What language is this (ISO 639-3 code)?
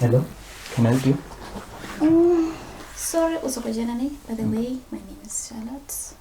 ven